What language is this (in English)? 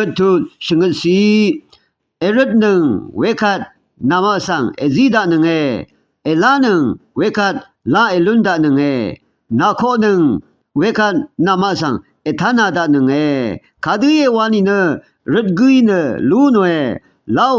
Rawang